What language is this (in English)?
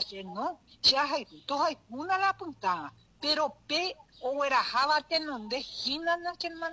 Guarani